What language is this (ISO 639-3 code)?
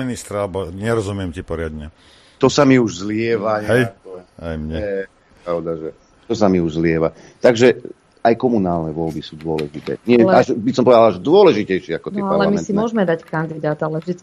slk